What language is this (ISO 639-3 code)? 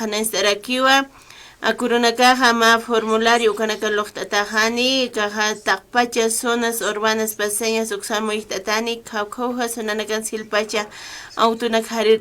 aym